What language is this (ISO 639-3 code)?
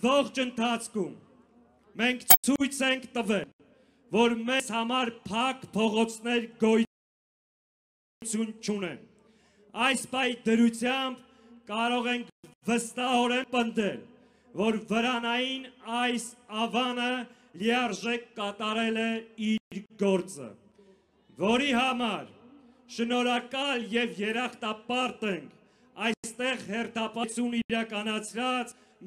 hye